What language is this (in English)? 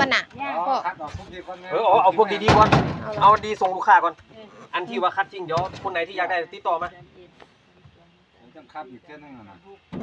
Lao